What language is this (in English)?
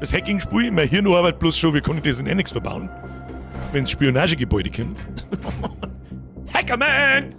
Bavarian